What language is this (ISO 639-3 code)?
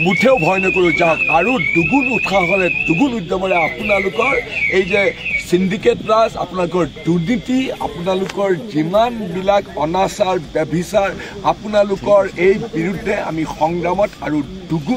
asm